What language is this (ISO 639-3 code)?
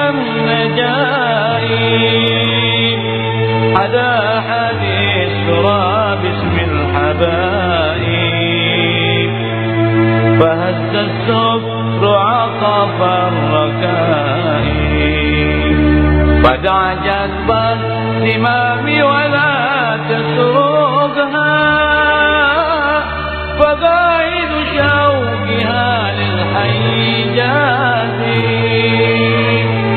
ara